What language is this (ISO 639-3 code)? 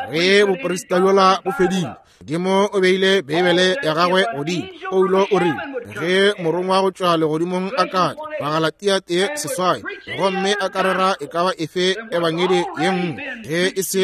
nso